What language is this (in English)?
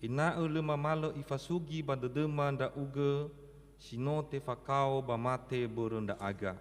Nias